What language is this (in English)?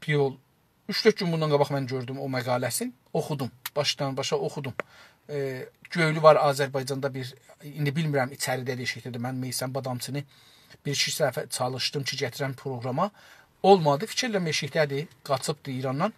South Azerbaijani